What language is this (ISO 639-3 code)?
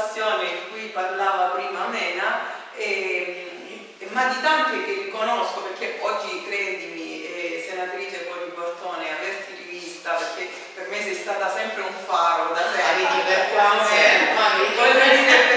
ita